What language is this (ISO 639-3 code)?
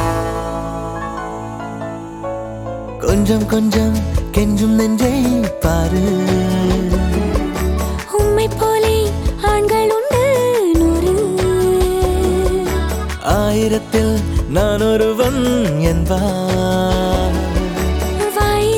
tam